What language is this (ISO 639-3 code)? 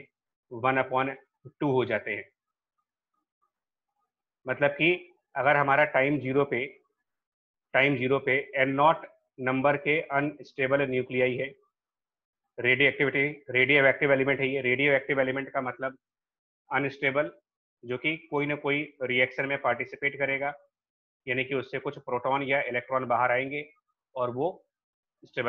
hin